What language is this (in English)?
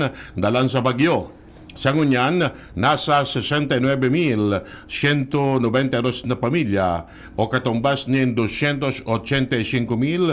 Bikol